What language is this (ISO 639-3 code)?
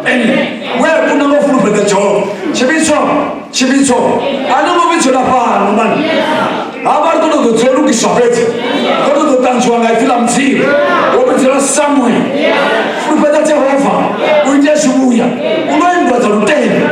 ven